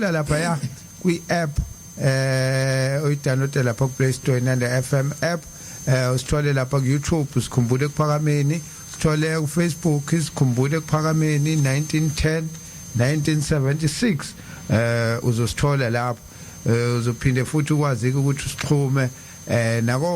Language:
Zulu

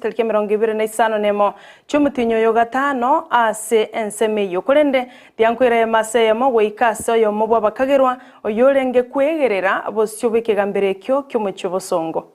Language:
Gusii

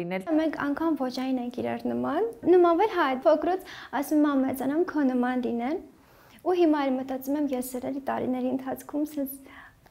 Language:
Armenian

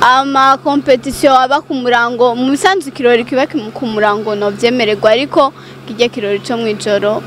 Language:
Rundi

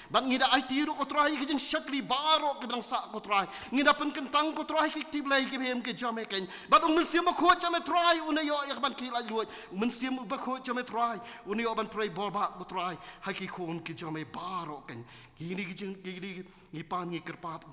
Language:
Khasi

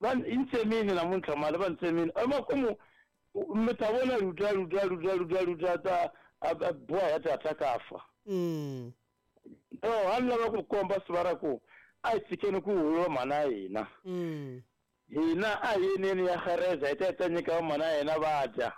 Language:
Tsonga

